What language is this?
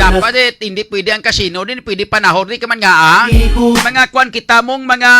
Hiligaynon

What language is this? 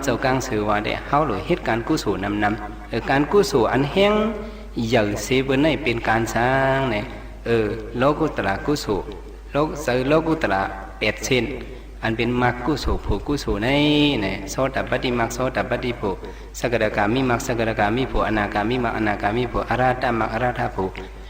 Shan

